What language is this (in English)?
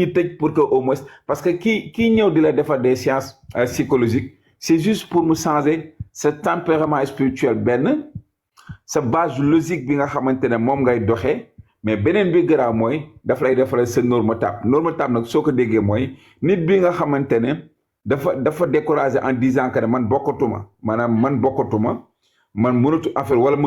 Wolof